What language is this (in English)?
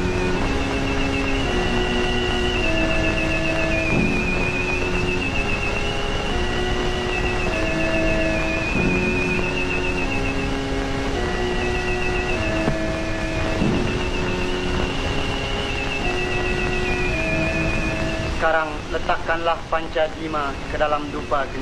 Malay